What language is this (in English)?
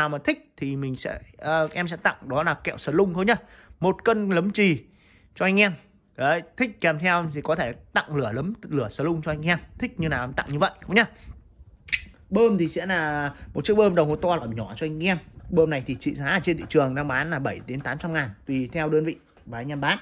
Vietnamese